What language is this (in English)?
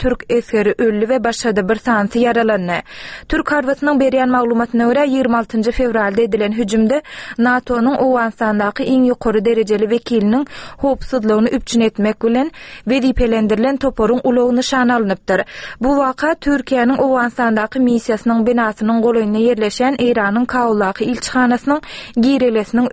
Turkmen